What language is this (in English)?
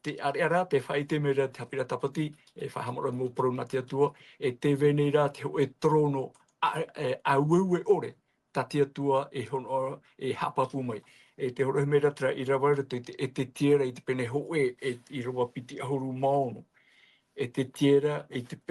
Tahitian